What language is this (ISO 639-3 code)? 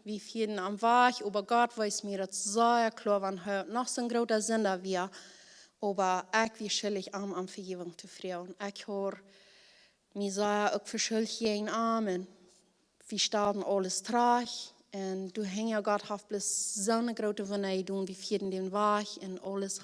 pdt